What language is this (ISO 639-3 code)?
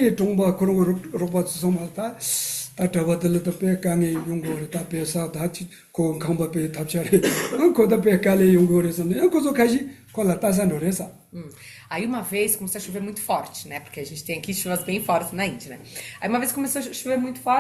bod